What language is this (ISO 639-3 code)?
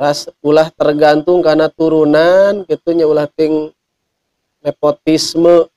sun